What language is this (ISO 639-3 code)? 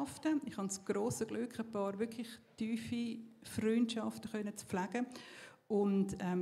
gsw